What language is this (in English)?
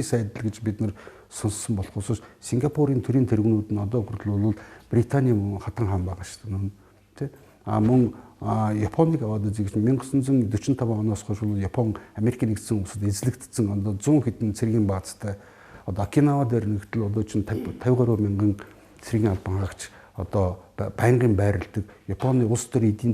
Mongolian